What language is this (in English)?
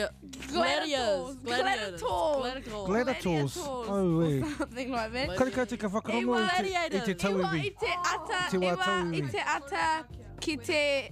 Māori